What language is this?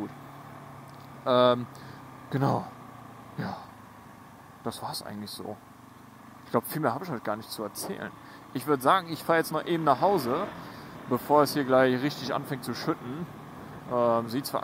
German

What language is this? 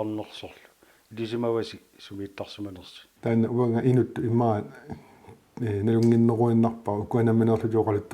Kalaallisut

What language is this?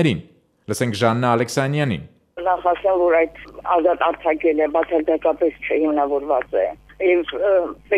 Armenian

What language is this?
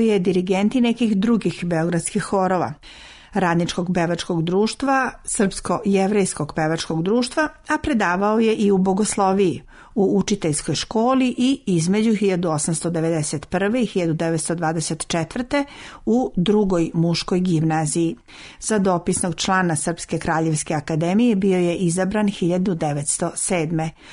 Serbian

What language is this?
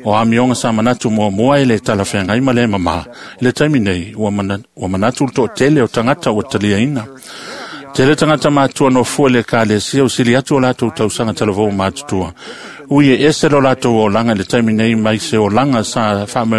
Samoan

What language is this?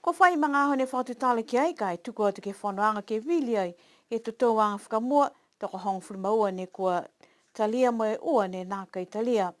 Niuean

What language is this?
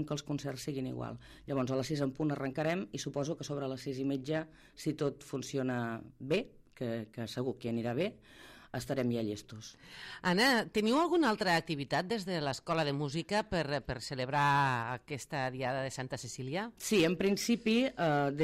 Catalan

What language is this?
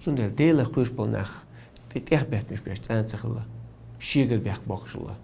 Chechen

